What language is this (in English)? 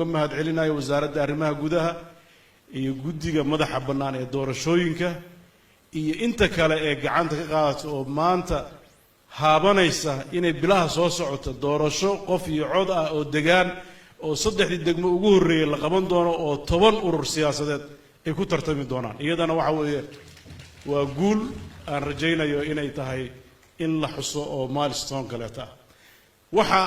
Somali